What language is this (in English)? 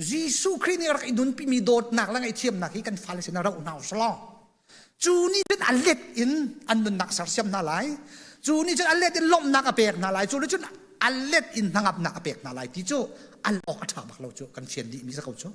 Hakha Chin